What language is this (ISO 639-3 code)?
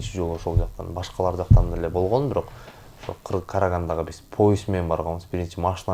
kir